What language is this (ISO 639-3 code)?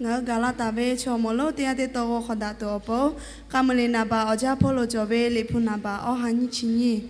lhu